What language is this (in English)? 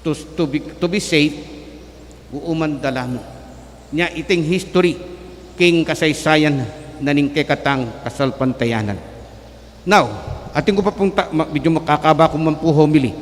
Pampanga